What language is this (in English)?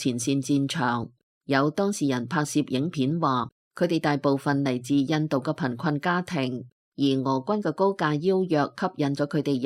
Cantonese